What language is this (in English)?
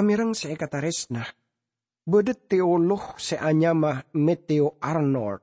Madurese